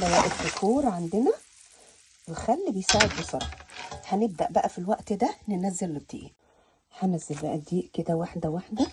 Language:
Egyptian Arabic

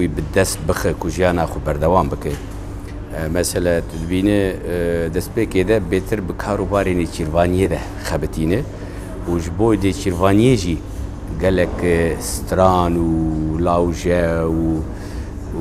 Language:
Kurdish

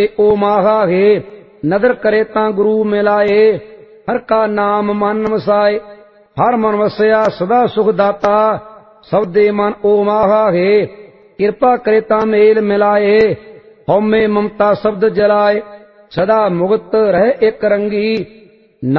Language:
Punjabi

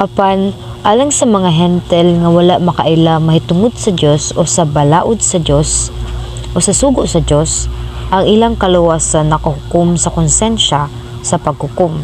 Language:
Cebuano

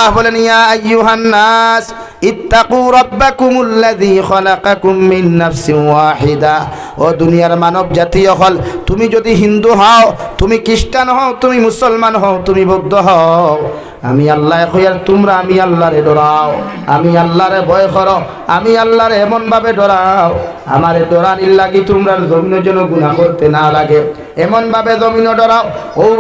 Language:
Sylheti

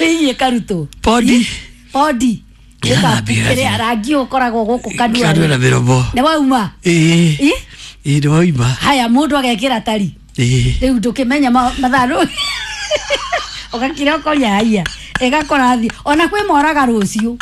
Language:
Kikuyu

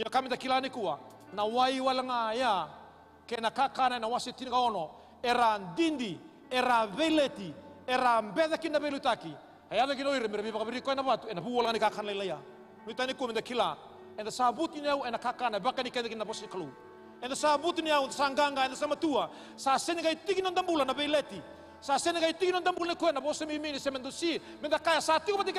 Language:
Fijian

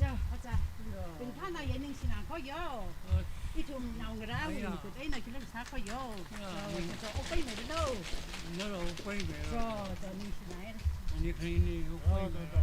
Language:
Tangkhul Naga (India)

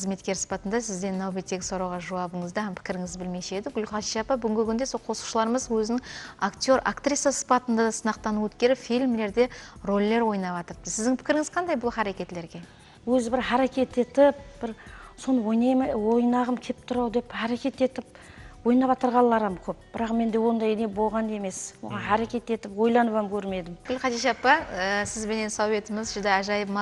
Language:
Kara-Kalpak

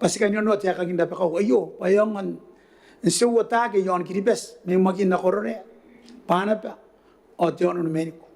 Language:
Gilbertese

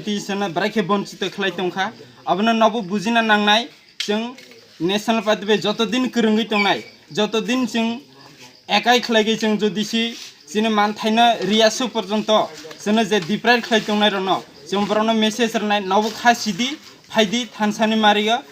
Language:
Kok Borok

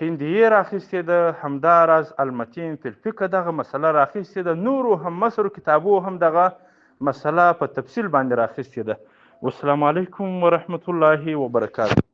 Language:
Pashto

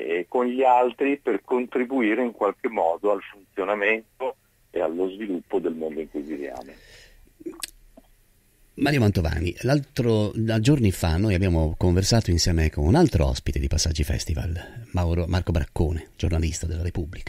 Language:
Italian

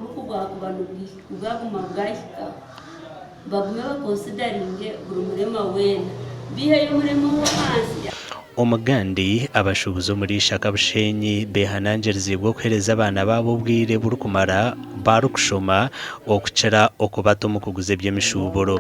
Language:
Nyankole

